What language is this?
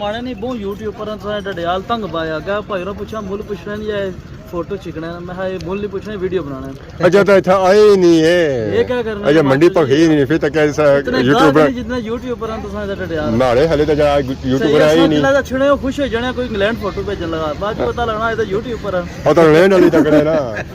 Pahari-Potwari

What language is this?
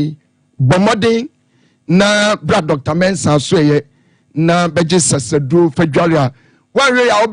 Akan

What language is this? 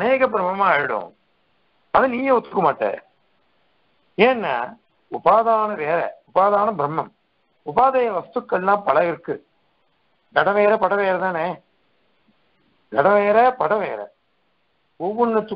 Tamil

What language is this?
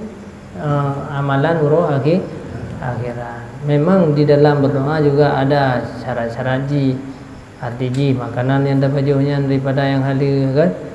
Achinese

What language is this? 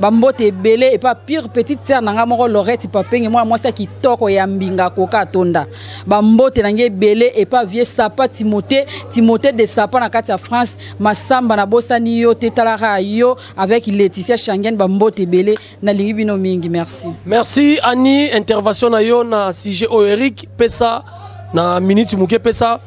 Lingala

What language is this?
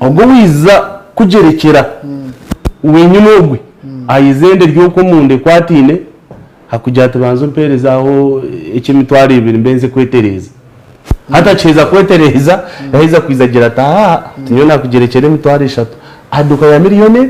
Nyankole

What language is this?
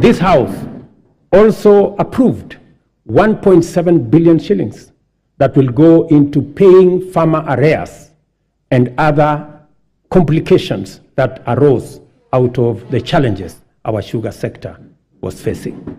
Gusii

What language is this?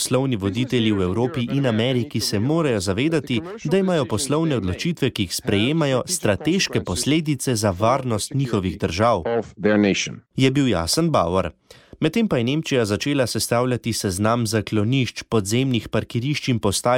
Slovenian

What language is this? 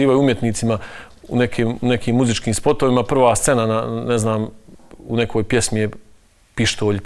Bosnian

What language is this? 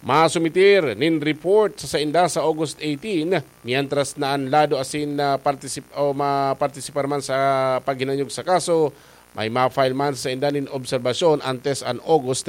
Bikol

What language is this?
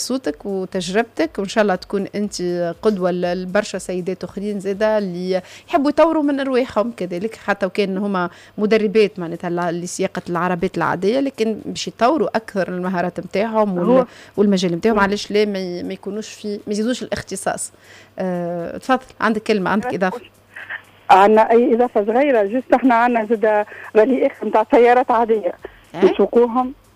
Tunisian Arabic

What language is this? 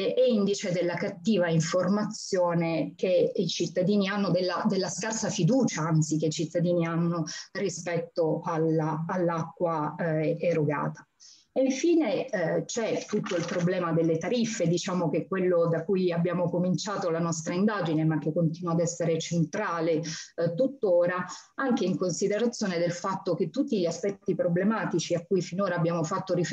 Italian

